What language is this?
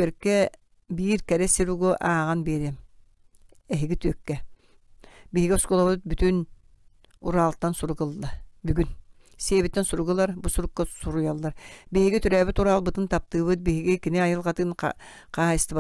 Yakut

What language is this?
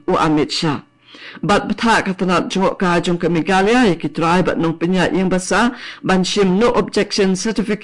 Khasi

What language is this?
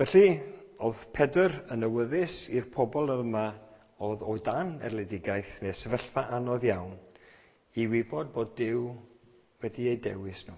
Welsh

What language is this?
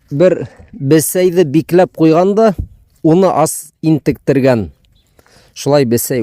Bashkir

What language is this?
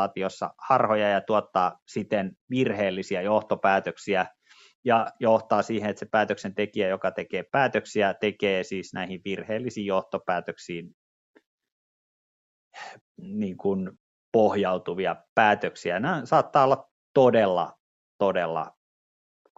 Finnish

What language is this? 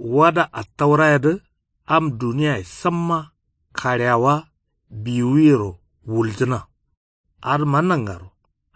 Kanuri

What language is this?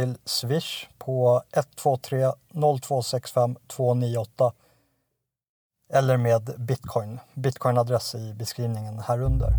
Swedish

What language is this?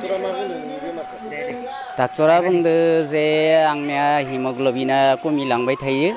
Bodo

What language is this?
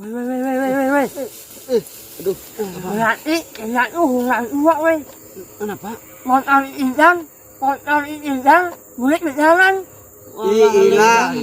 Banjar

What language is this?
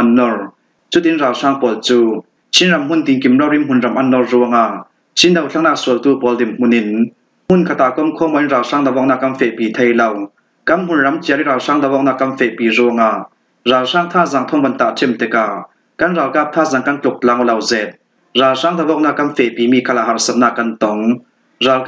Falam Chin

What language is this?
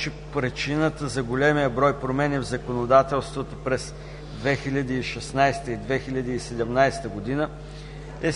Bulgarian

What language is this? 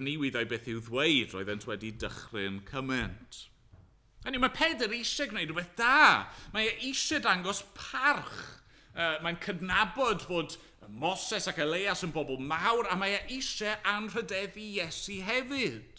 Welsh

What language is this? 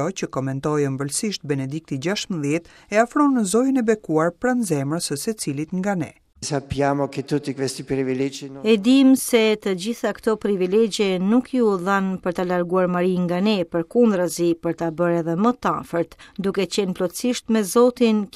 Albanian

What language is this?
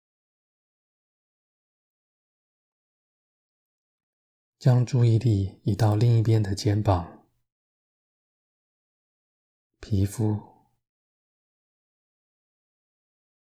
Chinese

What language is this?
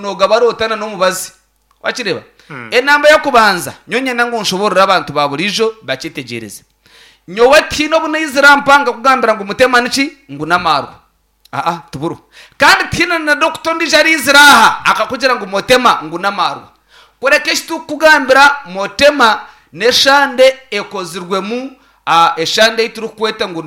Nyankole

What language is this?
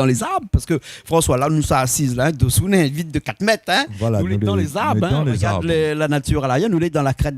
Réunion Creole French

